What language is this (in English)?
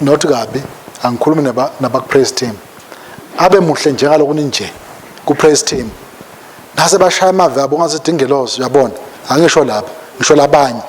Swati